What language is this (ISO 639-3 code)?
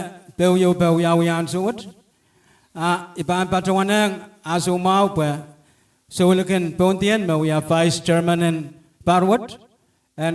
pon